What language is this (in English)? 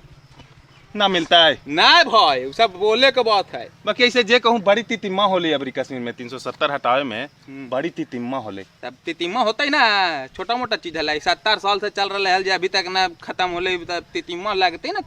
Magahi